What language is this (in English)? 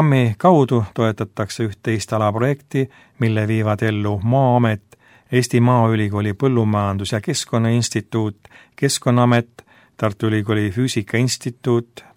Estonian